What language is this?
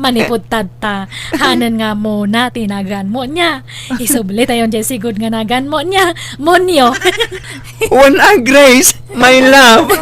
Iloko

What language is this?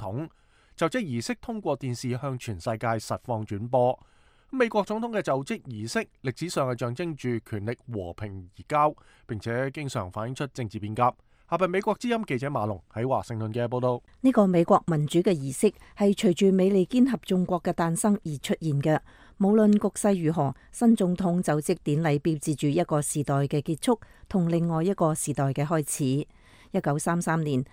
Cantonese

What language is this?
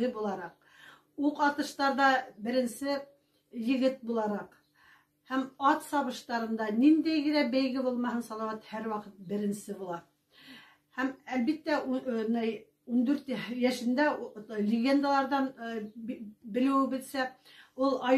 Bashkir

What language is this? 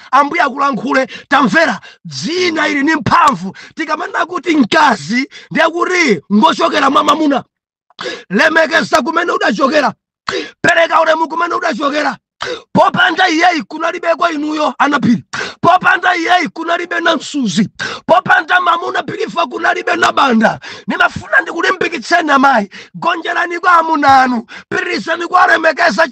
Nyanja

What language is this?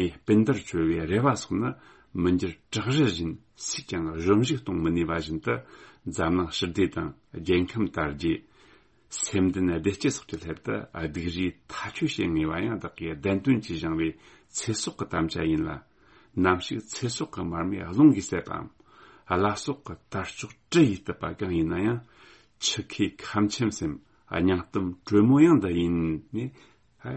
Tibetan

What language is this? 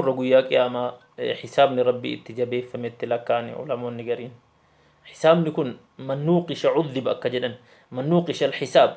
Oromo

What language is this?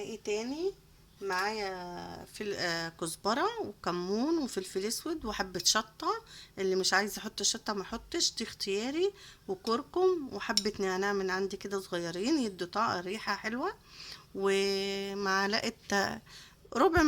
Egyptian Arabic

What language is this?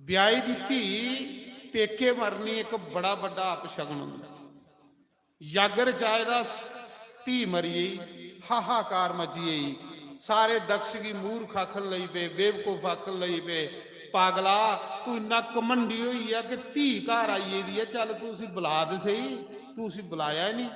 Dogri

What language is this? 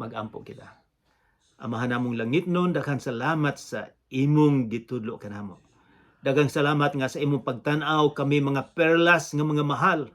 Cebuano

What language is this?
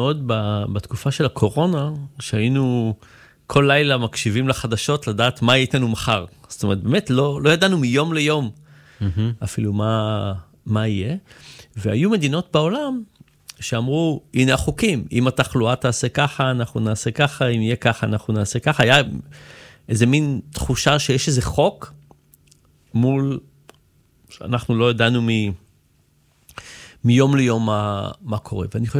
Hebrew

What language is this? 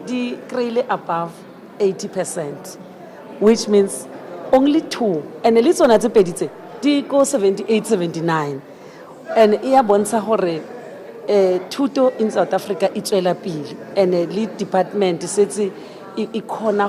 Tswana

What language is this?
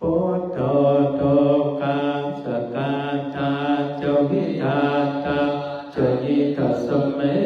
Pali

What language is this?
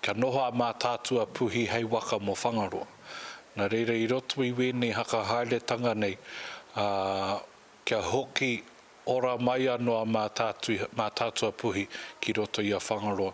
Māori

